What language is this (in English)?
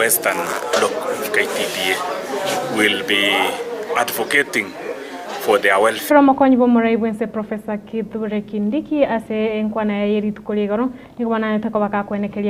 Gusii